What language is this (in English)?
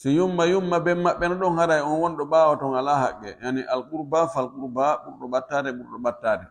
Pular